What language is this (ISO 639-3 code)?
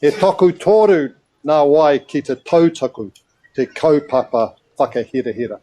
mri